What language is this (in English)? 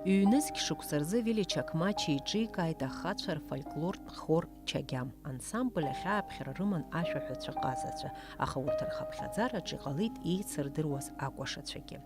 Abkhazian